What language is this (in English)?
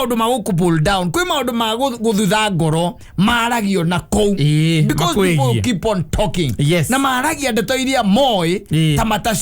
Kikuyu